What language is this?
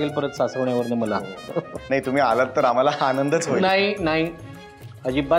Marathi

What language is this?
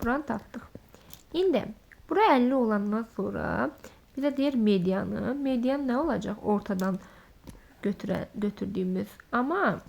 Azerbaijani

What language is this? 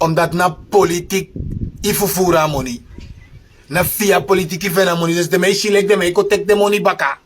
Sranan Tongo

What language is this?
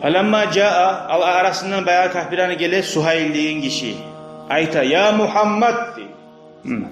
Kumyk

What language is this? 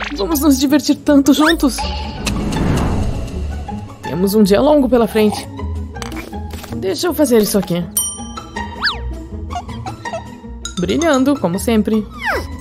Portuguese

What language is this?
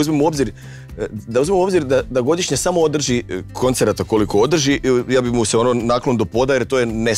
Croatian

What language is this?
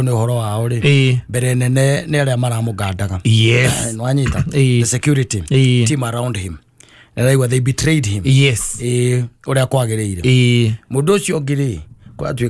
Kikuyu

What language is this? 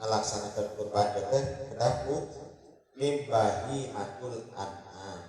Sundanese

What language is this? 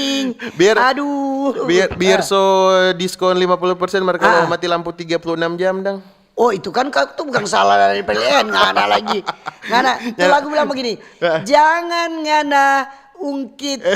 Manado Malay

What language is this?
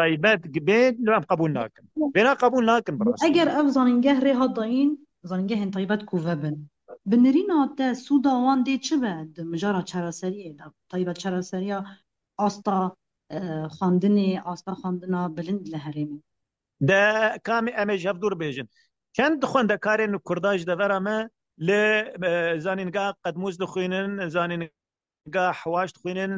Kurdish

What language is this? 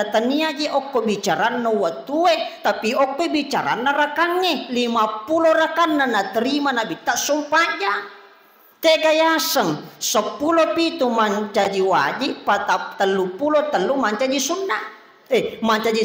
Buginese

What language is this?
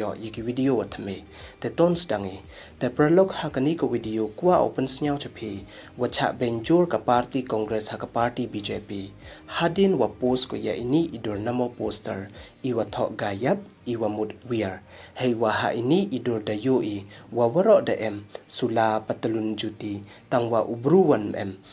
Pnar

